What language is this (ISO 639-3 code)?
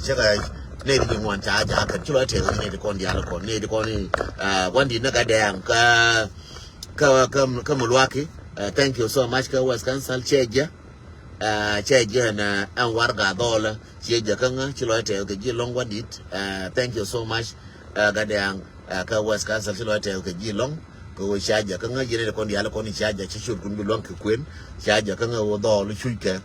nus